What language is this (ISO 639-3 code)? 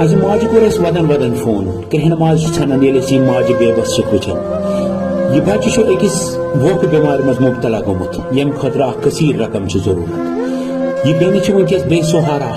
kas